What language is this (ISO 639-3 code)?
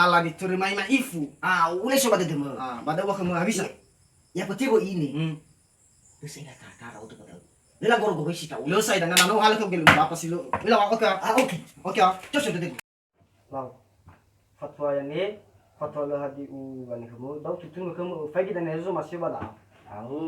nia